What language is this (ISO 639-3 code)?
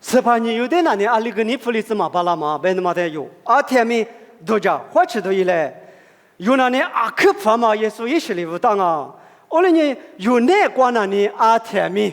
lis